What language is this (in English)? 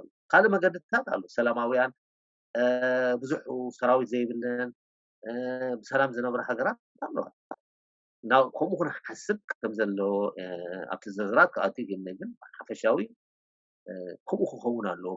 Tigrinya